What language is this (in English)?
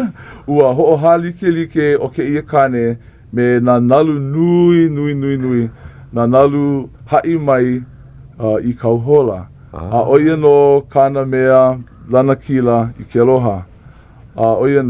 Hawaiian